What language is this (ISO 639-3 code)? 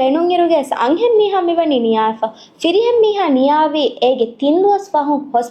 div